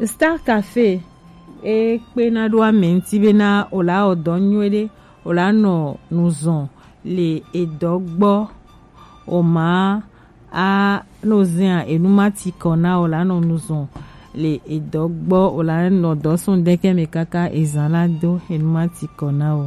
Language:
Gen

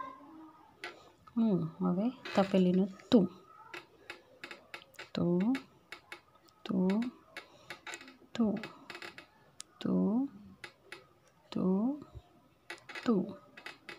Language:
Gujarati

